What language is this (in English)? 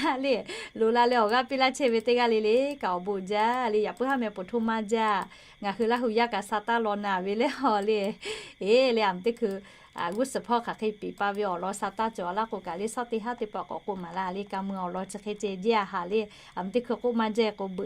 Lahu